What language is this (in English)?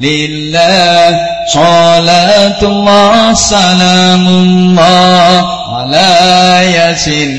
Javanese